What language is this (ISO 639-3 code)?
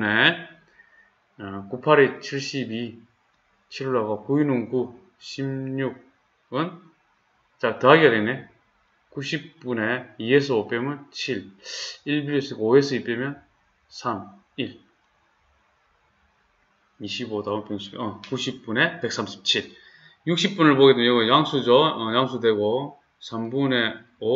kor